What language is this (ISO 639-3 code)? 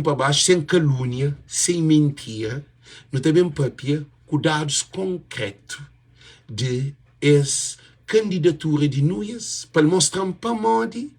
kea